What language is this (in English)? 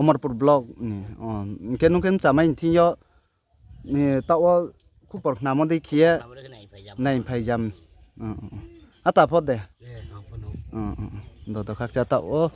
Riang (India)